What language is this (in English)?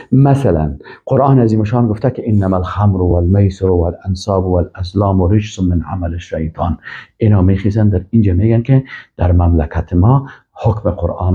Persian